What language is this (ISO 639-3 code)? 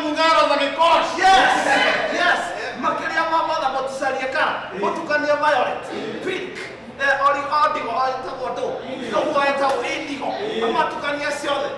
kik